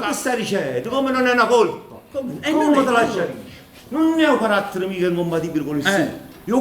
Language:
Neapolitan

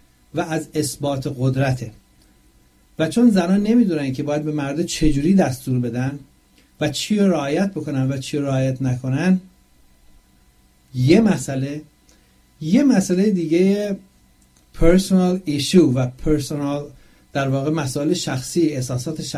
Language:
Persian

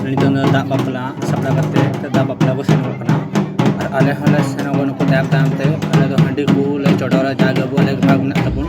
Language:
Santali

